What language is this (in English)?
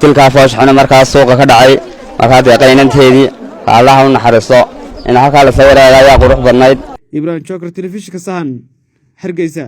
Somali